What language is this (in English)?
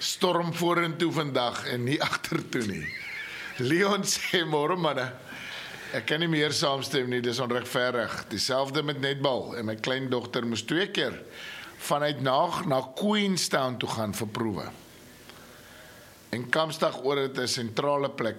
Afrikaans